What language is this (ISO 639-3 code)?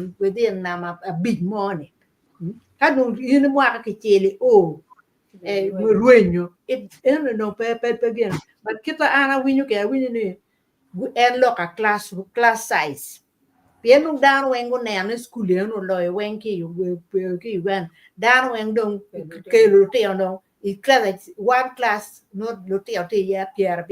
ach